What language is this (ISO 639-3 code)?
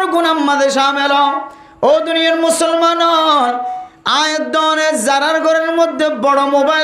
rhg